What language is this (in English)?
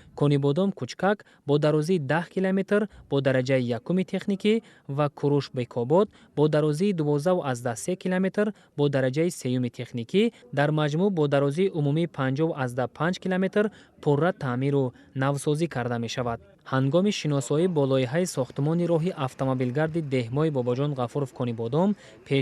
Tajik